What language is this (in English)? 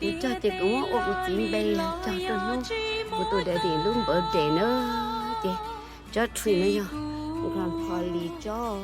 Hmong